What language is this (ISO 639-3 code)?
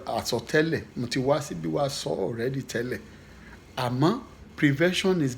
yor